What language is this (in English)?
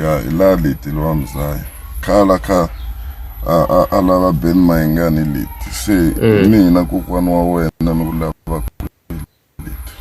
Tsonga